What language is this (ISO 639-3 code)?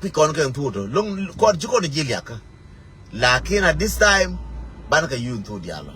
nus